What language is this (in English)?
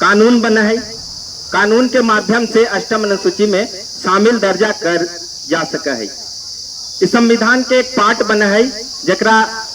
Magahi